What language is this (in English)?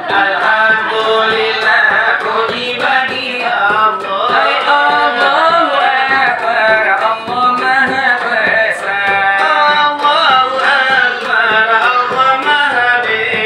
Minangkabau